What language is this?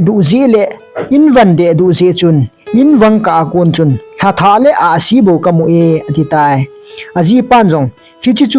Thado Chin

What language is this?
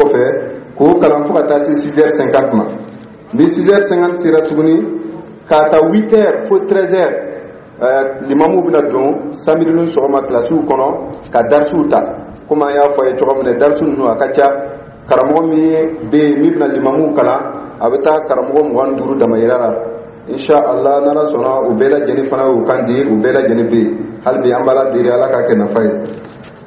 Dyula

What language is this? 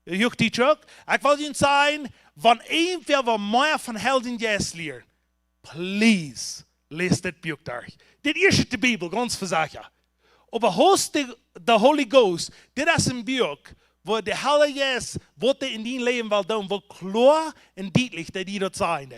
Plautdietsch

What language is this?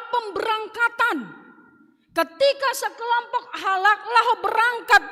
Batak Simalungun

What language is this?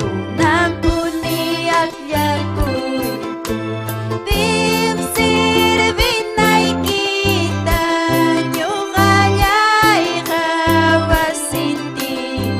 Ayacucho Quechua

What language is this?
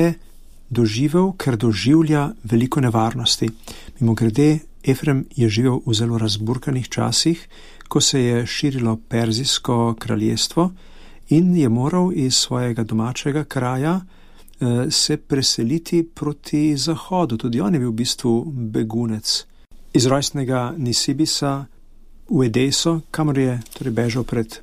Slovenian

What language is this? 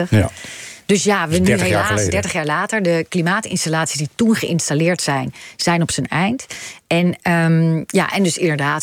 Dutch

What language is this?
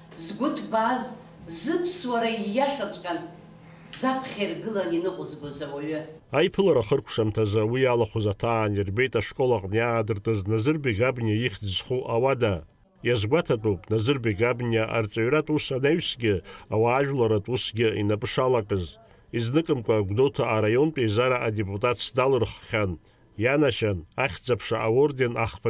Abkhazian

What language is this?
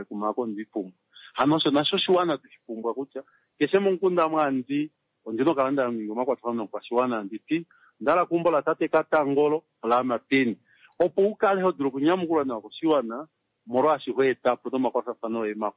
Kuanyama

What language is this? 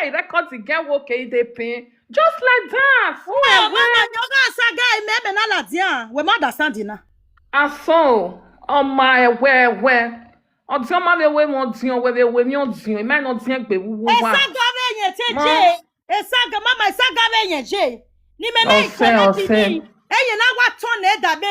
Nigerian Pidgin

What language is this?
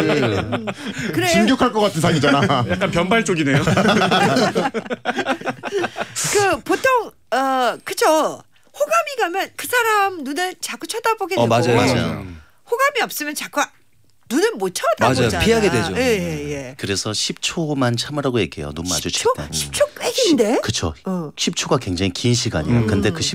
Korean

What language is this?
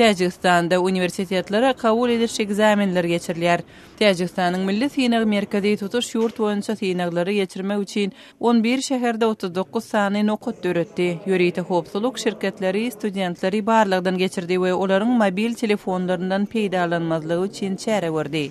Turkmen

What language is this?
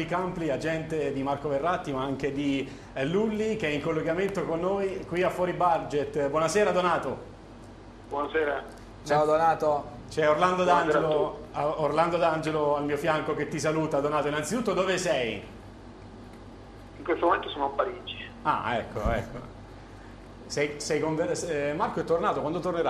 Italian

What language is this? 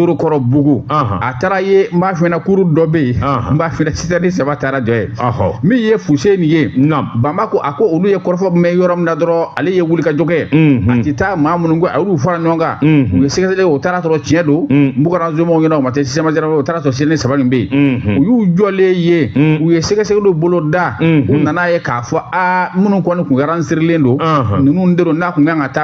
Bambara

